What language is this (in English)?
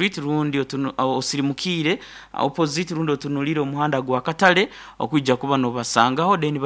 Nyankole